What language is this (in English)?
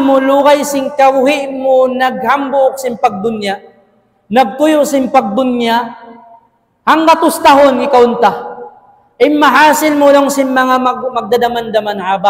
Tausug